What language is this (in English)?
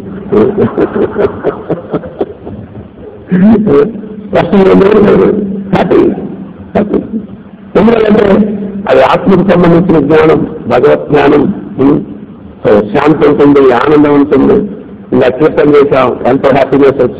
Telugu